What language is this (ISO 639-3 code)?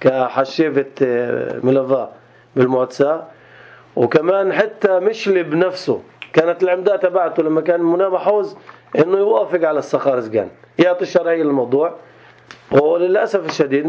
apc